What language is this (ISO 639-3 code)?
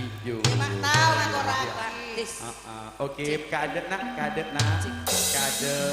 mad